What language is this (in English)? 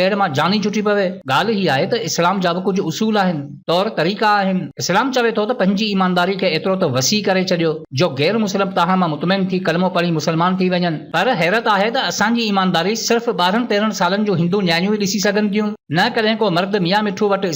Sindhi